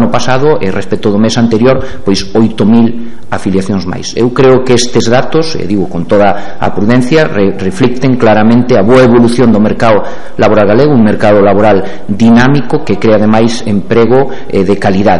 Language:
Galician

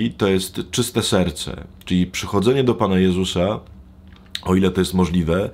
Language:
Polish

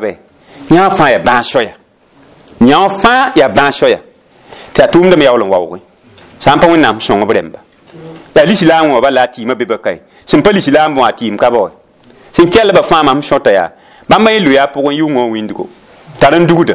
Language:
Mossi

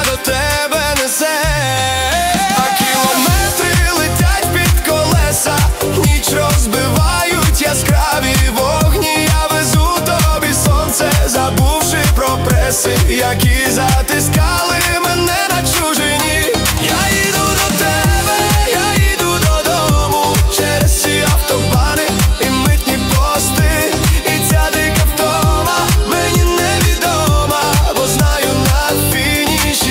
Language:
Ukrainian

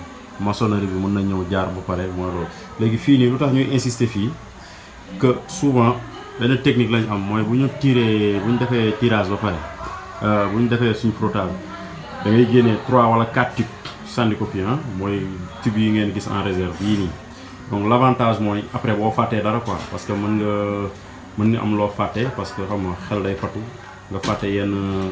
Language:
Wolof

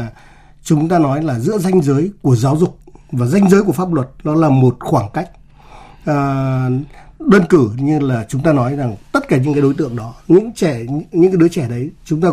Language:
Vietnamese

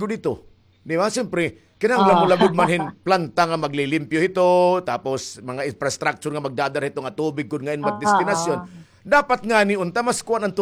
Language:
Waray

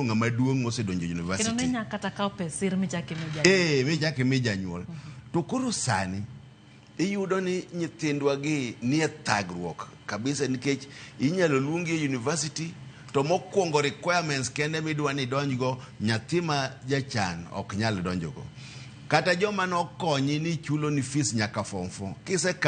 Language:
Luo (Kenya and Tanzania)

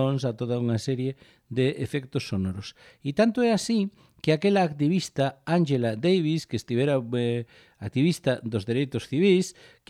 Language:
Galician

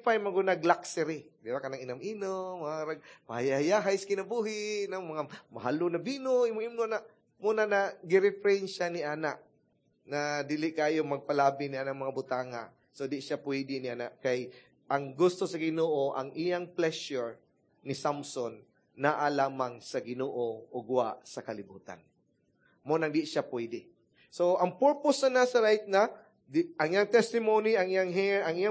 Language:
Cebuano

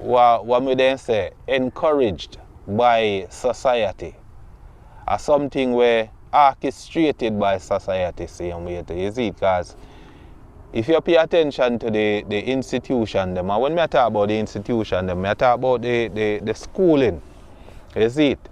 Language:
Jamaican Creole English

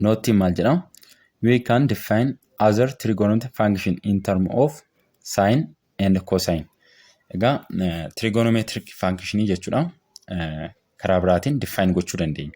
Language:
Oromo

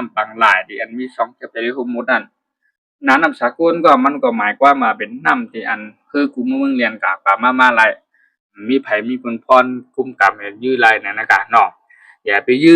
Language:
Shan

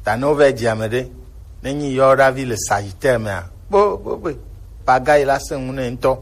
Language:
Gen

